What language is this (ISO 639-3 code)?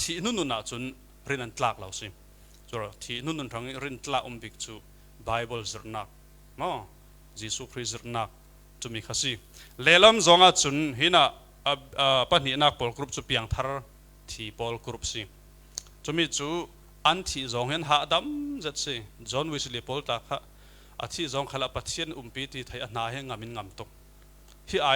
cfm